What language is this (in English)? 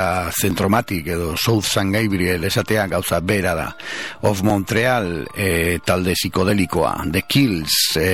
Basque